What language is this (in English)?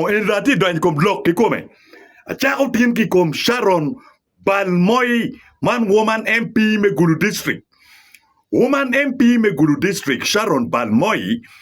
Acoli